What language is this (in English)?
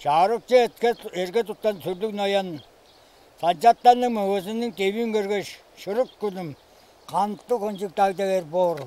Tuvinian